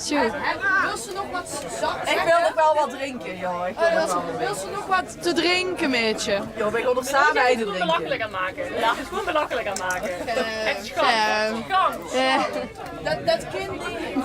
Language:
Limburgish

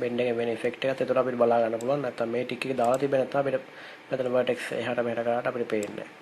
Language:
Sinhala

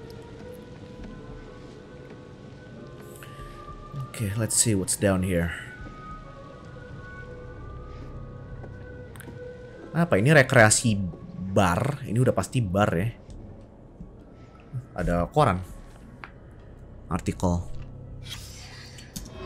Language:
Indonesian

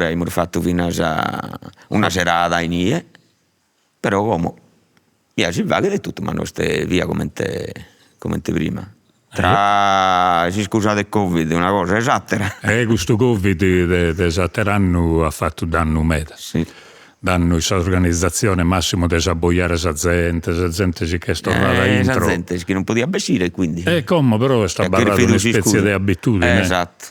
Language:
Sardinian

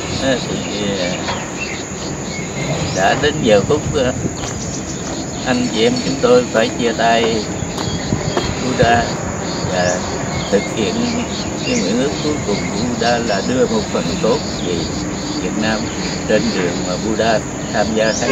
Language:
Vietnamese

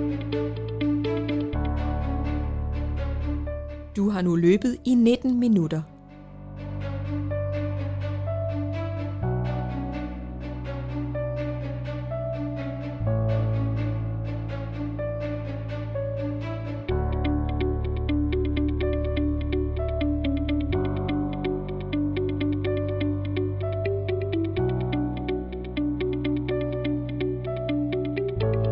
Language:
Danish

